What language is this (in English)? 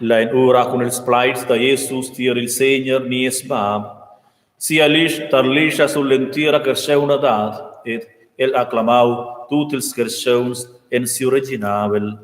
Romansh